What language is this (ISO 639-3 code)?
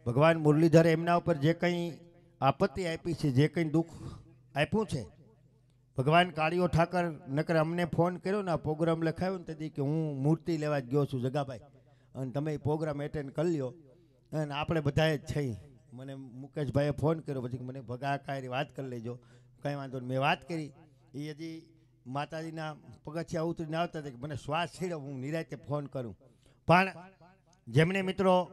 guj